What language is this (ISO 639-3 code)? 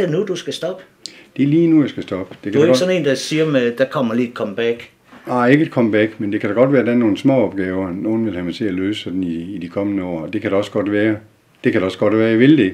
dan